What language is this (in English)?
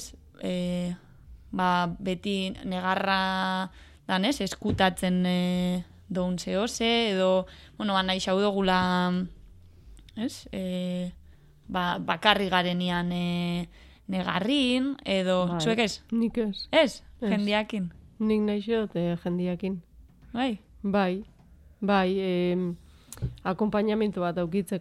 Basque